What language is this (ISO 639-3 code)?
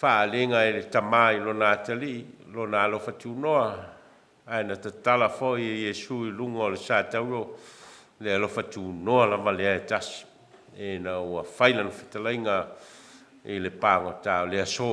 smo